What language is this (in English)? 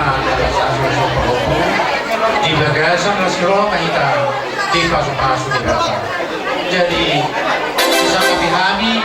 Batak Toba